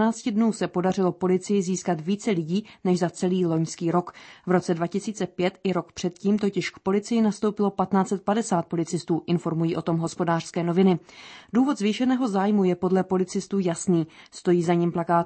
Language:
Czech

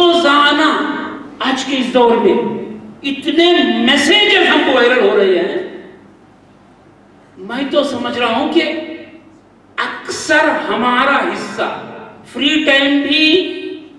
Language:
Urdu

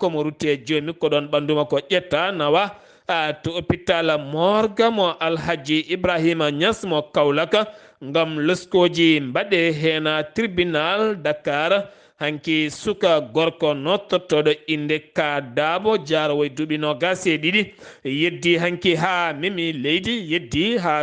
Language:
Fula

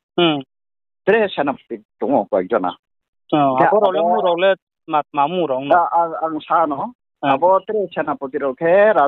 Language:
Riang (India)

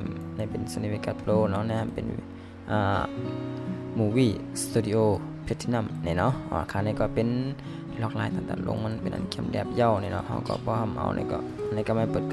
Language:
Shan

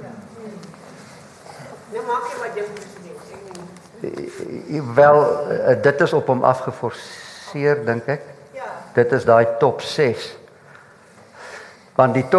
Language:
Afrikaans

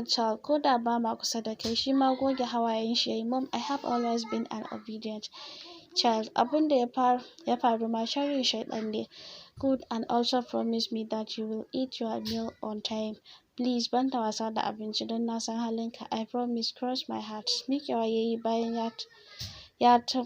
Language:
Hausa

